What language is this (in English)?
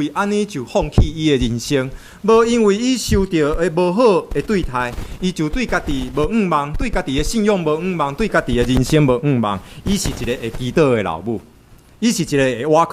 Min Nan Chinese